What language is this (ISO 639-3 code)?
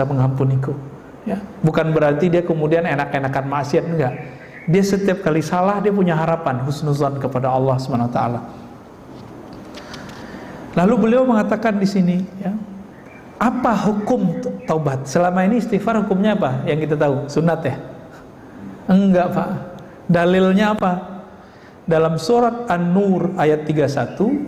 ind